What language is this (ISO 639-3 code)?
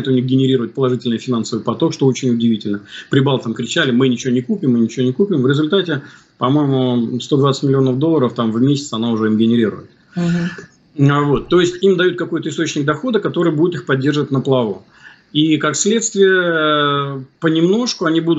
rus